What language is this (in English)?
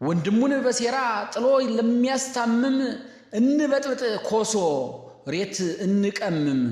Amharic